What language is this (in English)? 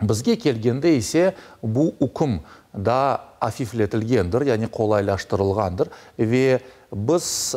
Crimean Tatar